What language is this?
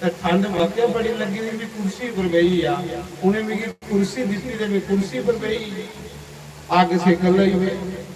Dogri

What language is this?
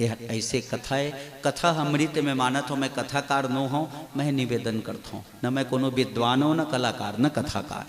Chhattisgarhi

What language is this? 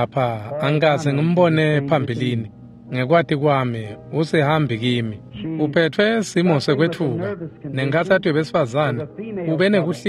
Swati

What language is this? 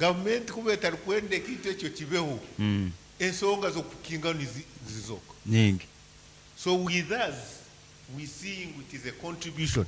Nyankole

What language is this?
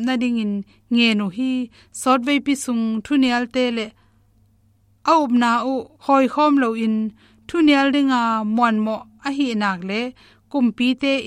Tedim Chin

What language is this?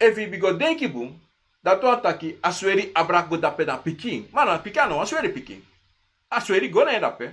Sranan Tongo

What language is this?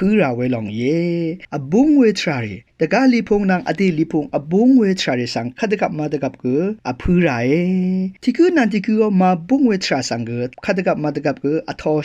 Rawang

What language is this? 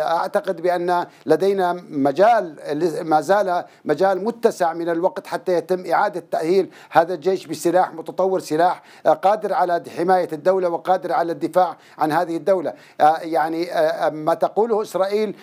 Arabic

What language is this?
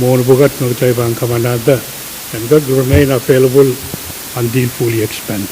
Pohnpeian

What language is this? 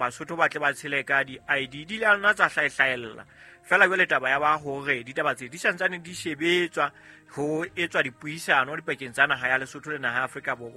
Southern Sotho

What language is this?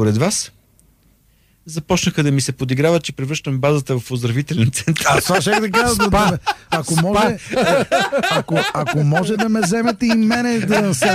Bulgarian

